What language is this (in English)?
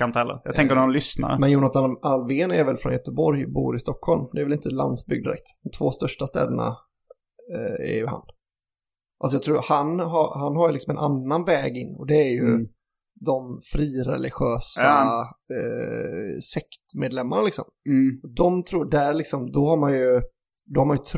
Swedish